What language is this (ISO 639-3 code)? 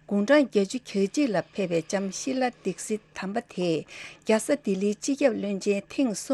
bod